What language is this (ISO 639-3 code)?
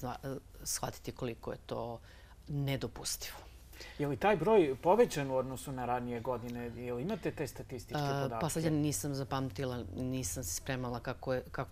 srp